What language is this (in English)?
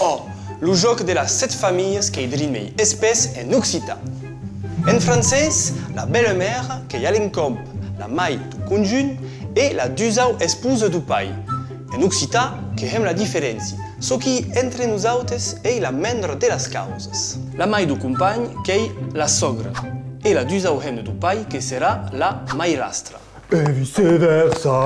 Occitan